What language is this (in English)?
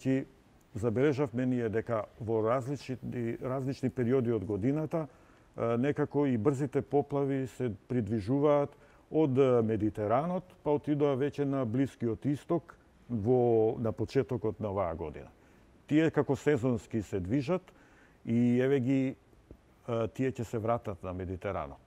Macedonian